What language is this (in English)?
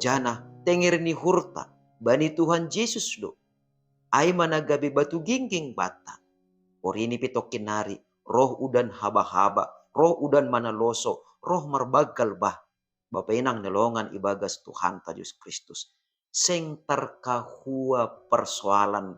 Batak Simalungun